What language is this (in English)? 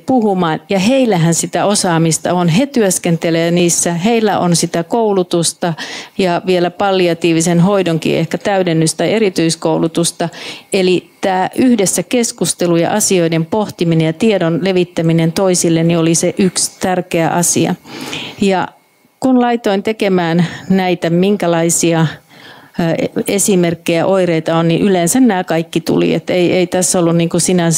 Finnish